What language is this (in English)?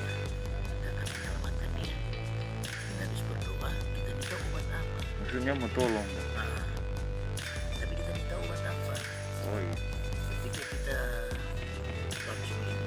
Indonesian